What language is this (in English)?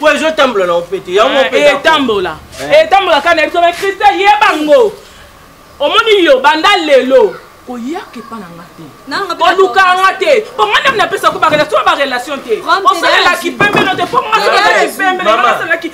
Lingala